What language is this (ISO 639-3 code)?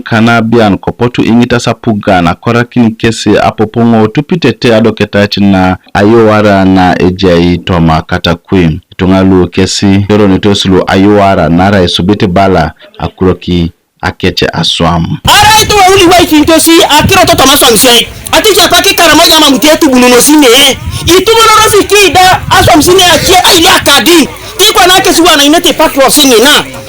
teo